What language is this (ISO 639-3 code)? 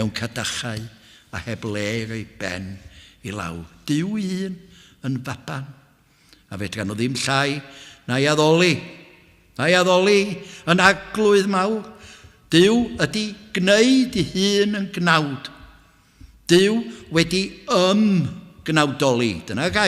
cym